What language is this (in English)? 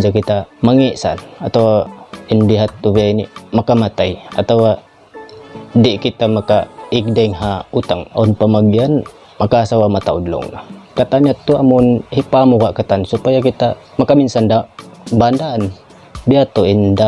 Tausug